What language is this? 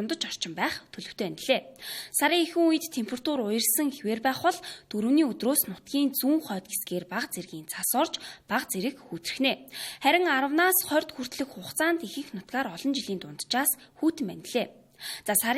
Mongolian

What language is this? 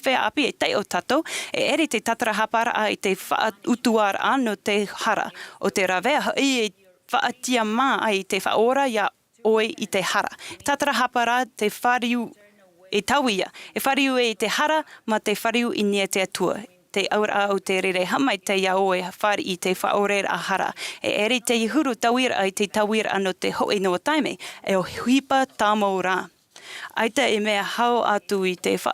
Tahitian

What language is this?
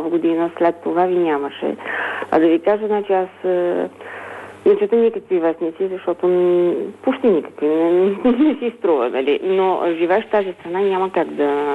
Bulgarian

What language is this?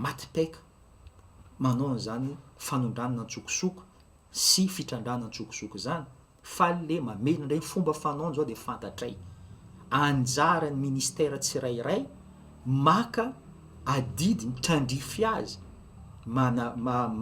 Malagasy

